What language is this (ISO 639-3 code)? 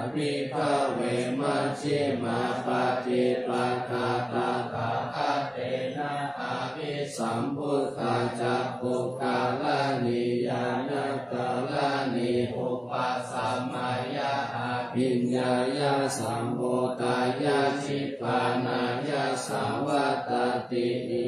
pli